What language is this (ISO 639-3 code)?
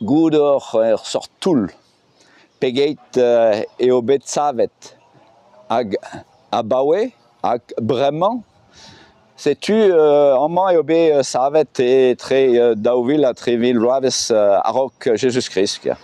bre